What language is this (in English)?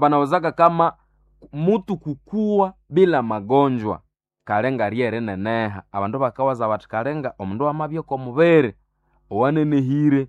Nande